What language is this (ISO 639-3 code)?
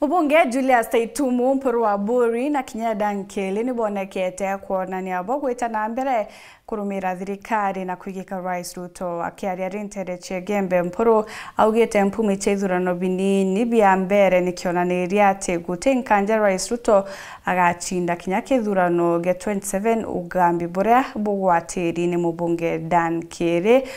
mer